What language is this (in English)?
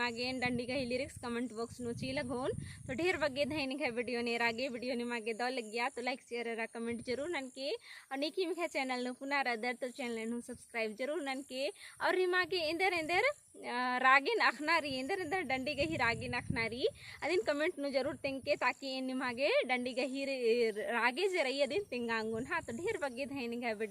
Kurukh